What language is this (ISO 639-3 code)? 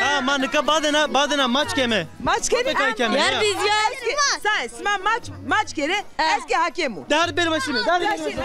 zza